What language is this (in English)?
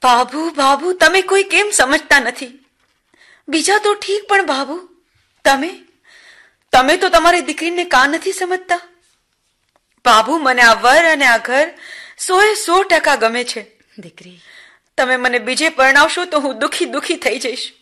Gujarati